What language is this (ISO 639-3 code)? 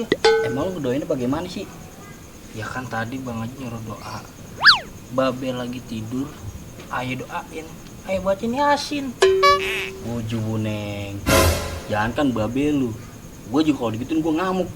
bew